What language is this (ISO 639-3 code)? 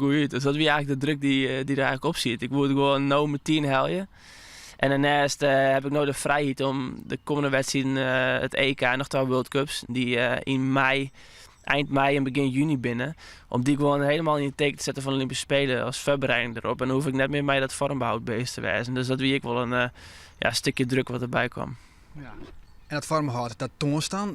fry